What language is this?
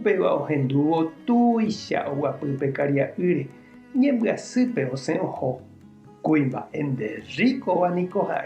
Guarani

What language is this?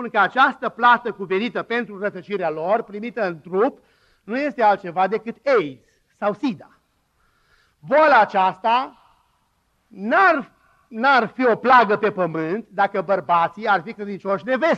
Romanian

